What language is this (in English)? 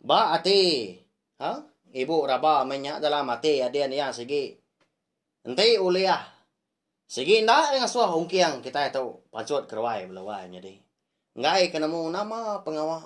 Iban